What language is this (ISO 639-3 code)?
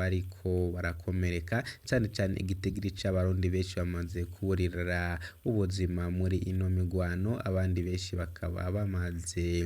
run